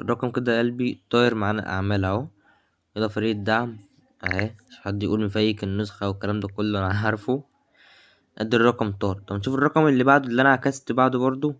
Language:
Egyptian Arabic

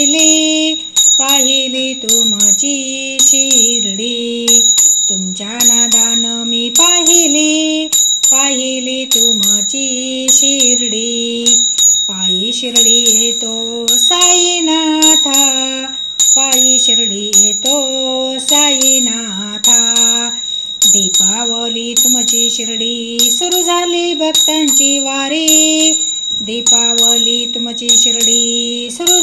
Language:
Marathi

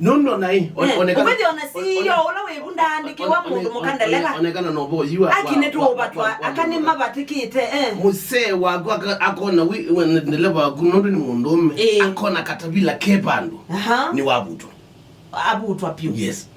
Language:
Kamba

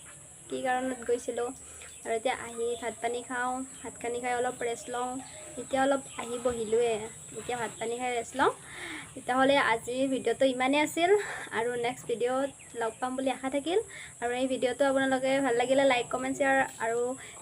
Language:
Assamese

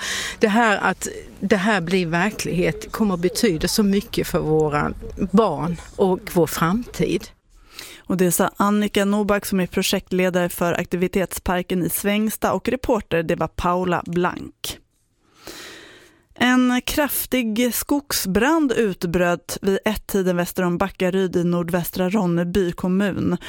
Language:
Swedish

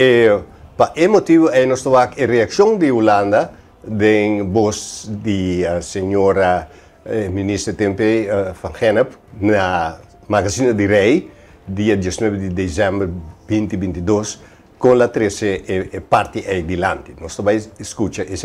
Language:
Papiamento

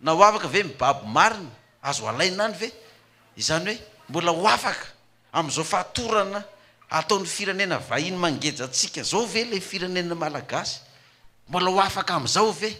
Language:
Malagasy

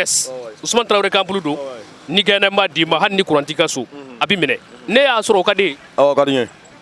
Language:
Bambara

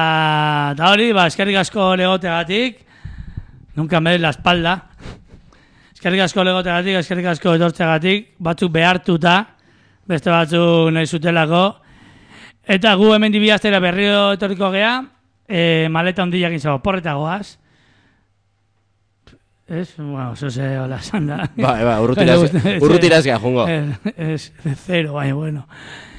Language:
Basque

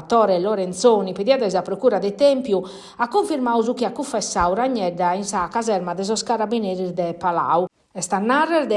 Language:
Sardinian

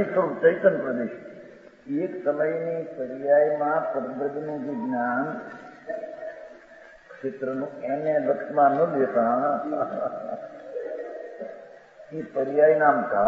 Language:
Gujarati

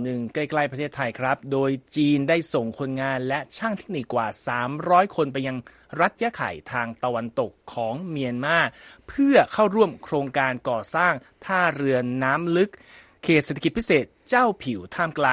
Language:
Thai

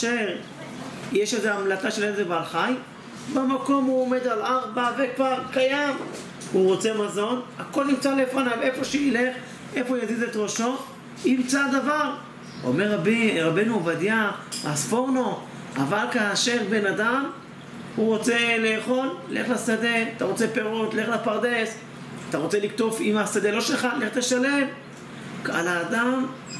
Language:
Hebrew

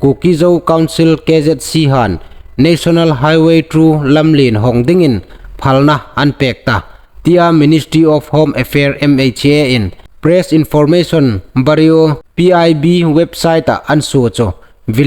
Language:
Hmar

